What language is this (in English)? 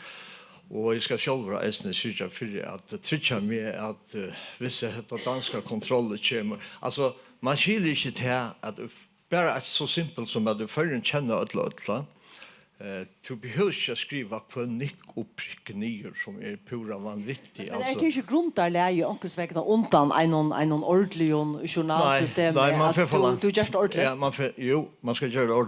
Faroese